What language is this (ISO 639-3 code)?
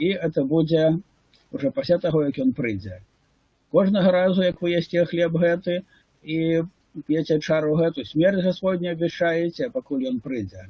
bel